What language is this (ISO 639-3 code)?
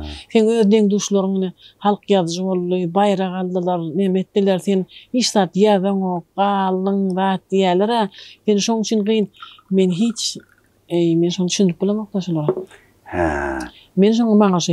tuk